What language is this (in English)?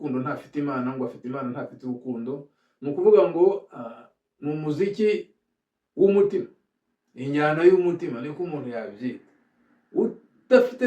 Kinyarwanda